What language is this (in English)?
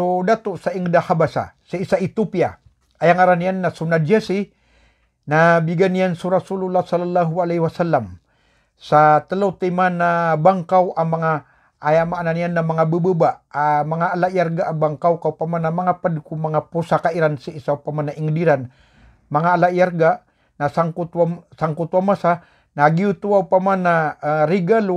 Maranao